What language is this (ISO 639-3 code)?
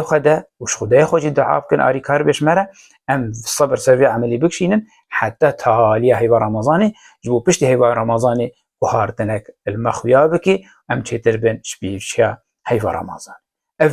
kur